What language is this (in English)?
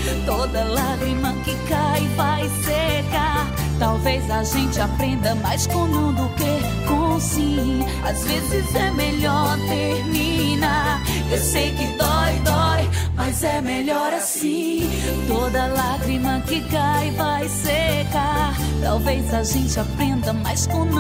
Portuguese